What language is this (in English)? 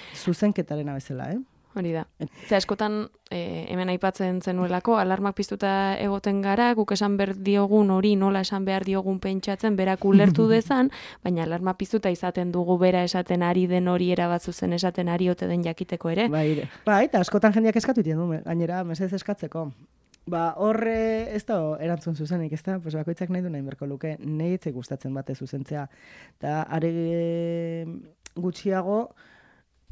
Basque